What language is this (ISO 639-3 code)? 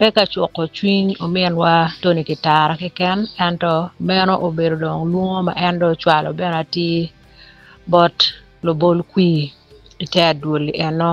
ach